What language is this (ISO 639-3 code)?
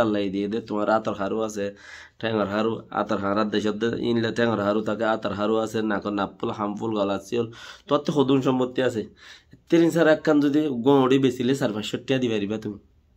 rhg